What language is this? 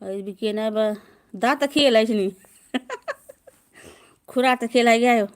Manipuri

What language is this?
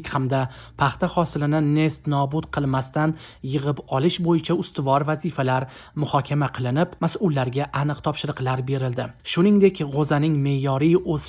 Uzbek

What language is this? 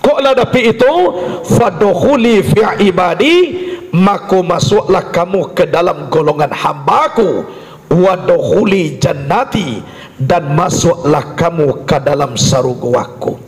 Minangkabau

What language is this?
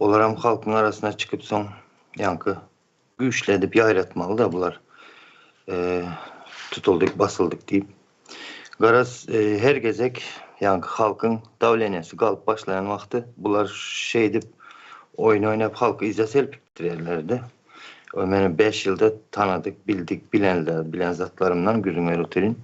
Turkmen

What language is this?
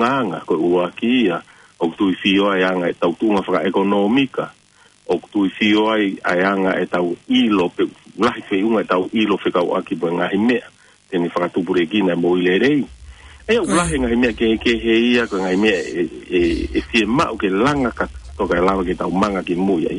Tongan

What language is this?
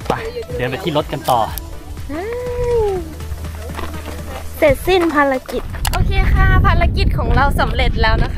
Thai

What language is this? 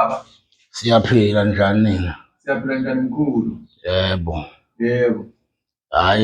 Zulu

